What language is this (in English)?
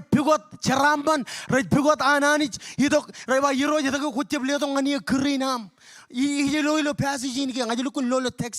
Marshallese